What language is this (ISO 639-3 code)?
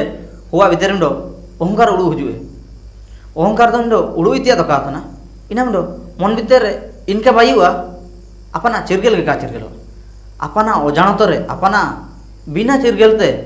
hoc